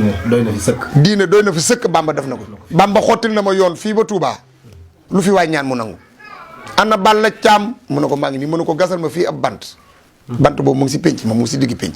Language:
Wolof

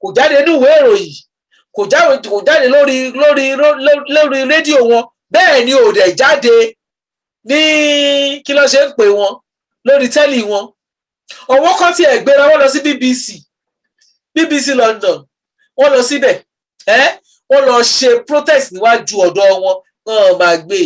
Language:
Yoruba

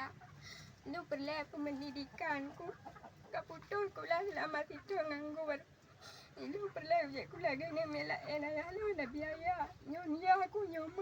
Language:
Achinese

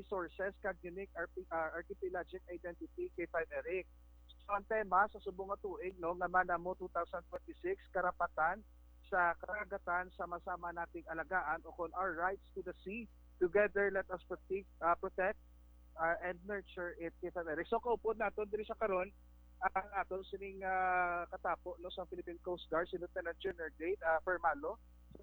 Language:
Hiligaynon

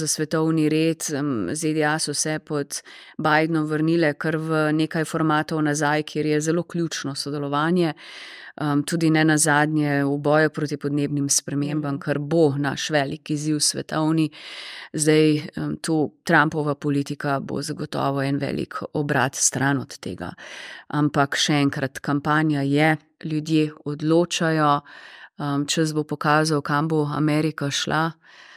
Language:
Slovenian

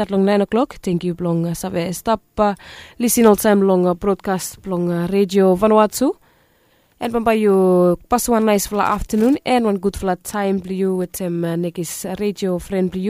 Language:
Bislama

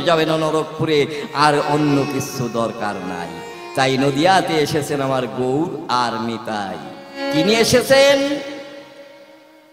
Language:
Bangla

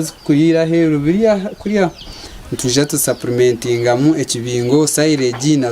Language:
Nyankole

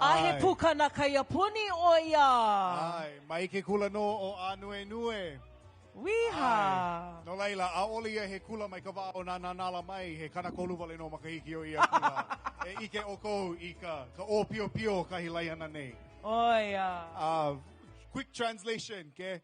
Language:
Hawaiian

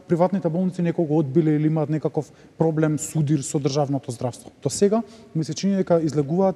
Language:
Macedonian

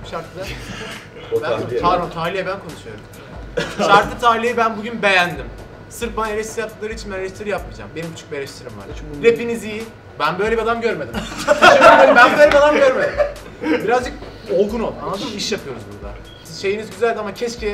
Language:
Turkish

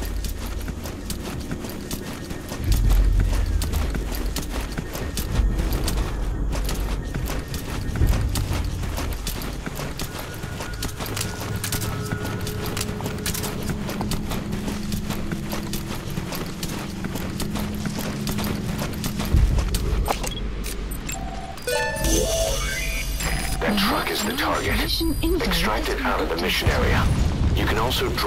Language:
English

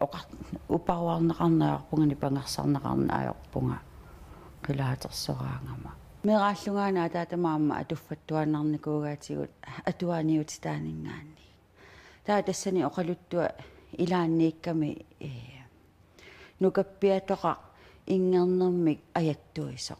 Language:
Kalaallisut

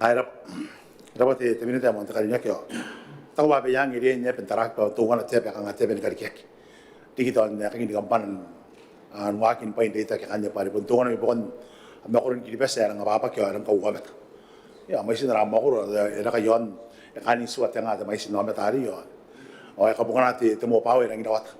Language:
Gilbertese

